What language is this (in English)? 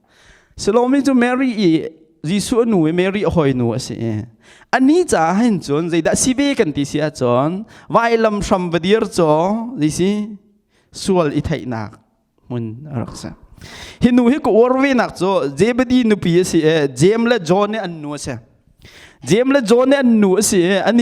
Hakha Chin